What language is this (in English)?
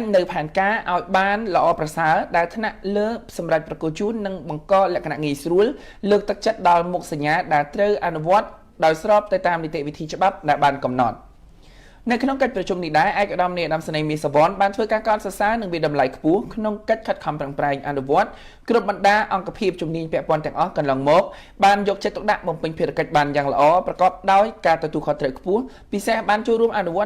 Khmer